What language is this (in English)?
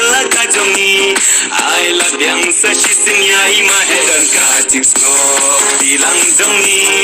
Khasi